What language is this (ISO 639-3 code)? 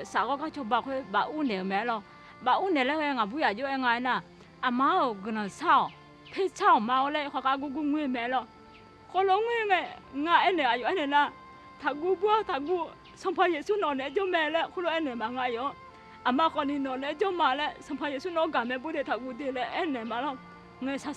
ahk